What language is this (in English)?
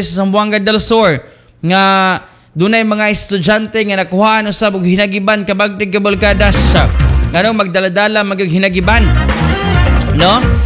Cebuano